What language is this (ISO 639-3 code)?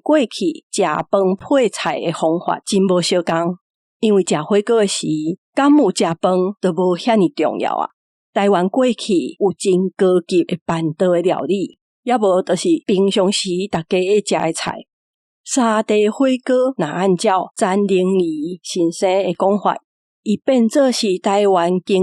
nan